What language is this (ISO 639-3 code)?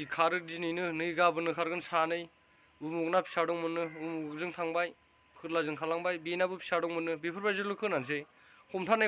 brx